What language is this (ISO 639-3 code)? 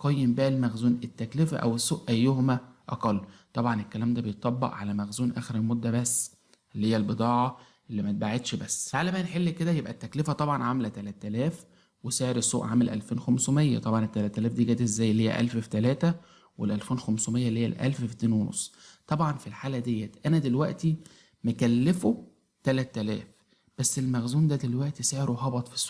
arz